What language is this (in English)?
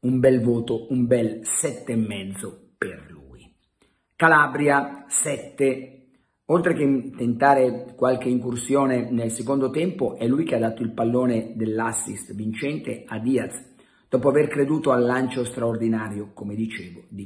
Italian